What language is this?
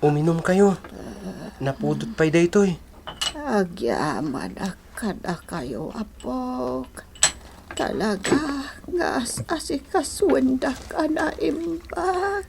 Iloko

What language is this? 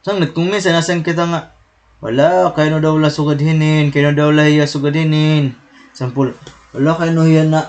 Waray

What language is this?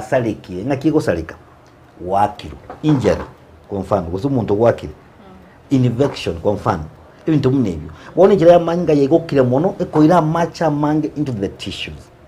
Gusii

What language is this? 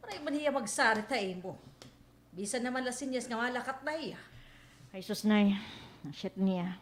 Waray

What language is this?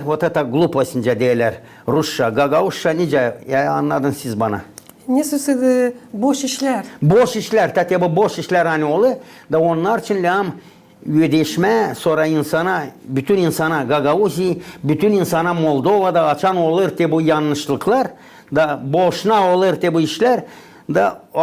Gagauz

